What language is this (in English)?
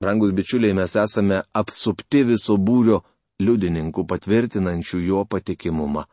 Lithuanian